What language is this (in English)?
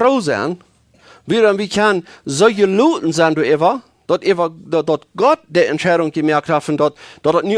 Plautdietsch